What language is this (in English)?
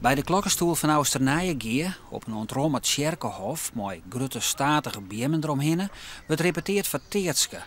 Western Frisian